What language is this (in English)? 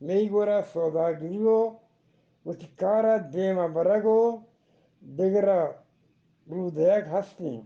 Eastern Balochi